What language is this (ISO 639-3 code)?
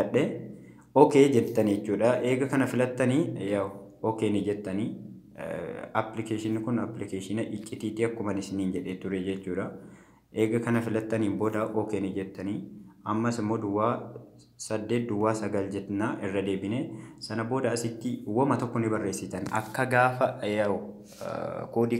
orm